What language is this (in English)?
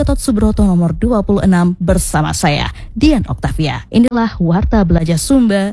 Indonesian